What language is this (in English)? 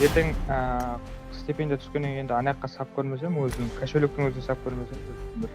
Kara-Kalpak